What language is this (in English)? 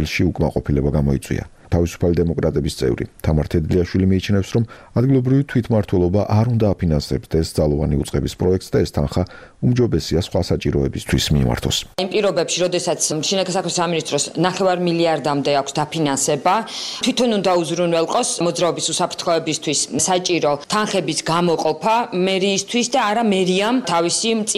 Georgian